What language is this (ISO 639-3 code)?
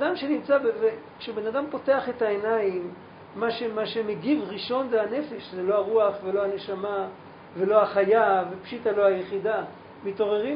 heb